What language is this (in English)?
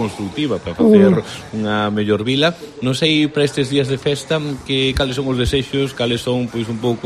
Galician